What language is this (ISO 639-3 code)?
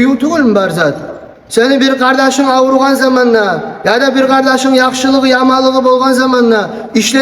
kum